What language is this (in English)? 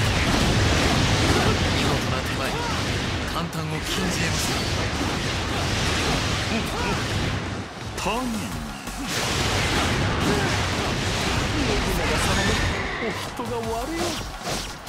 Japanese